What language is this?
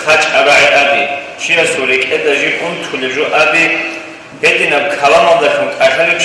Avaric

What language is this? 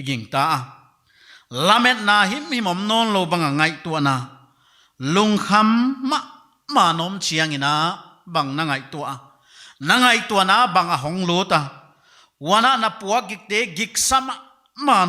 Paite Chin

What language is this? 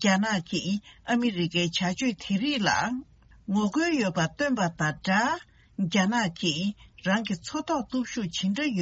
Tibetan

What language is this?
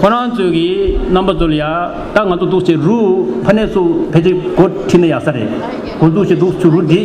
Tibetan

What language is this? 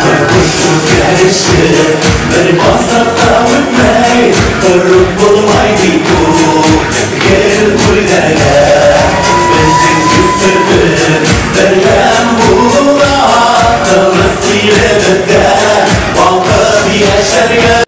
Bashkir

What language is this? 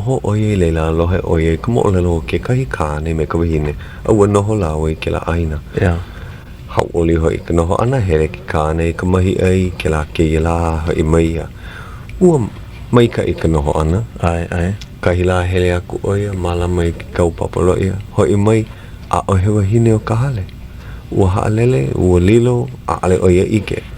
Hawaiian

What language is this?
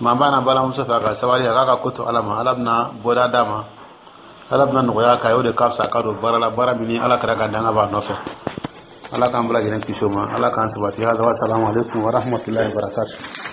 Dyula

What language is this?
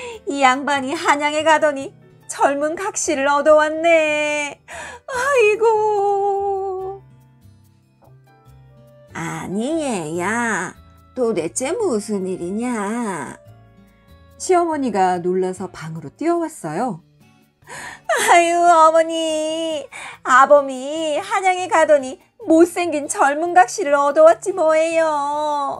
Korean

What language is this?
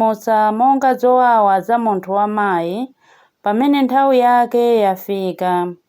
Nyanja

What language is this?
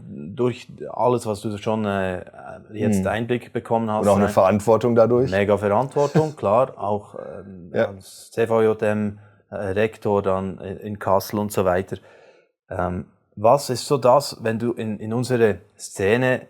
Swiss German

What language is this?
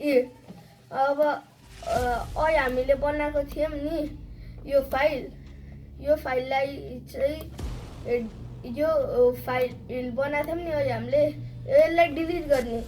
Nepali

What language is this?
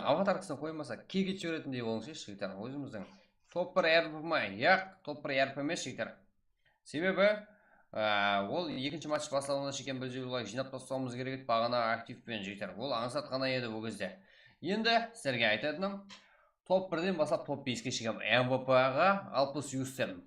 Kara-Kalpak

